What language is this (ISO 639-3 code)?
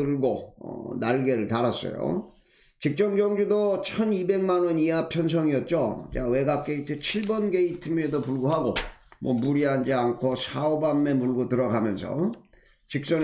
kor